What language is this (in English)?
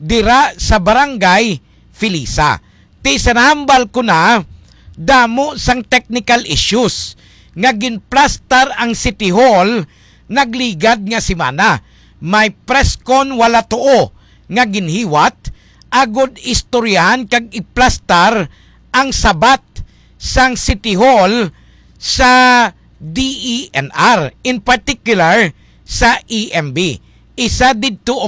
Hiligaynon